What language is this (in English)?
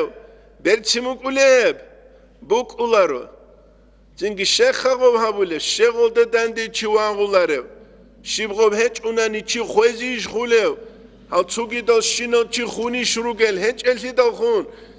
Avaric